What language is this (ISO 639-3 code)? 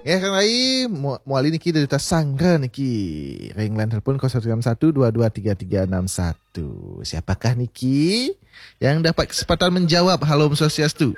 ban